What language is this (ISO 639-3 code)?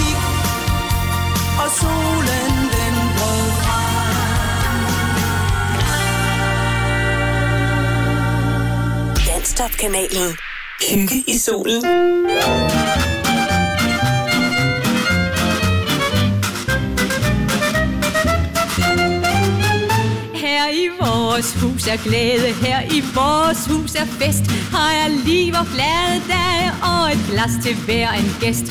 dan